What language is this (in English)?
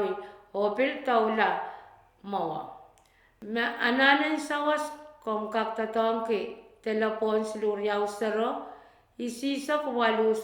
Pohnpeian